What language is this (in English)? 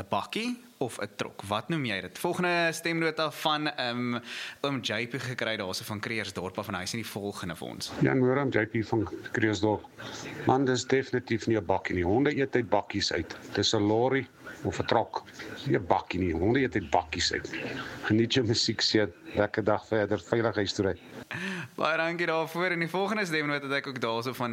Afrikaans